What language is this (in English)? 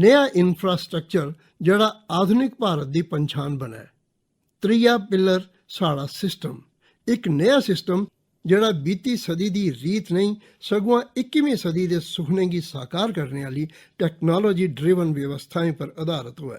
Dogri